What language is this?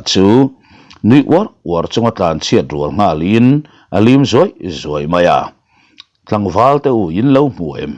Mizo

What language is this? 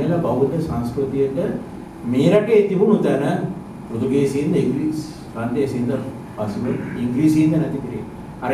Sinhala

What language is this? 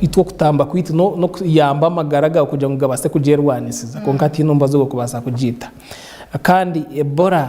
Nyankole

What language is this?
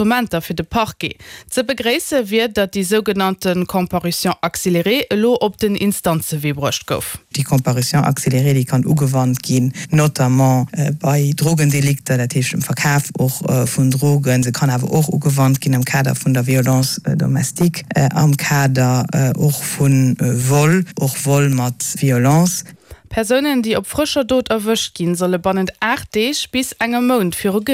Luxembourgish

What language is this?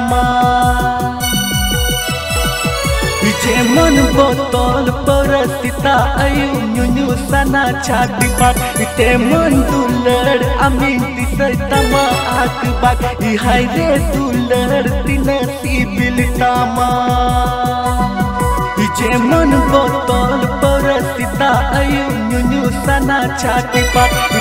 Santali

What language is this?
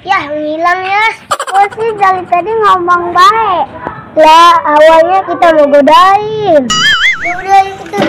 Betawi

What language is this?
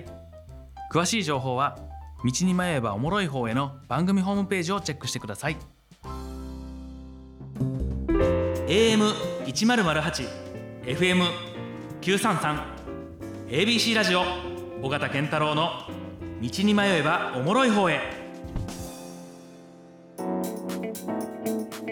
Japanese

